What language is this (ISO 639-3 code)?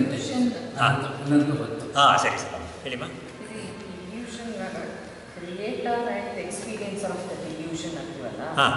kan